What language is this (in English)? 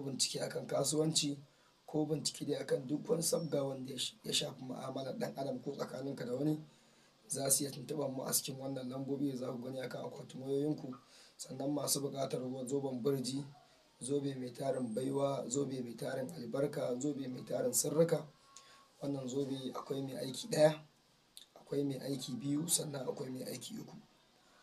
Hausa